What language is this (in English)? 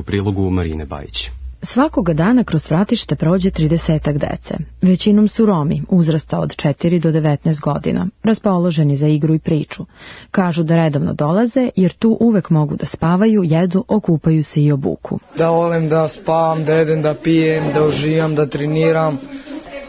Serbian